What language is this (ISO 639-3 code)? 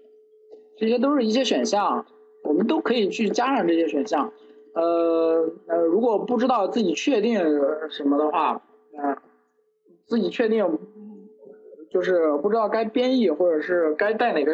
zho